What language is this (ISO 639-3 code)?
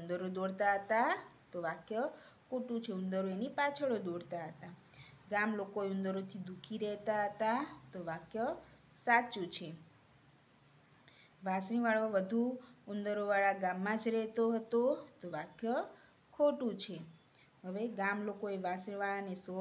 guj